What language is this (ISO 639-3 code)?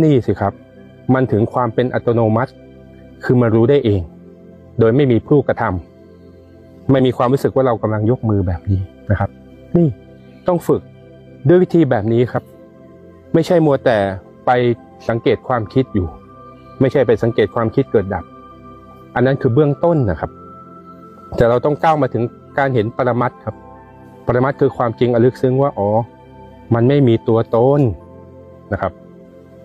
tha